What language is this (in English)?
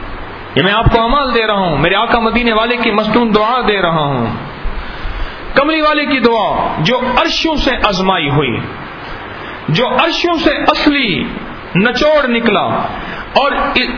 Urdu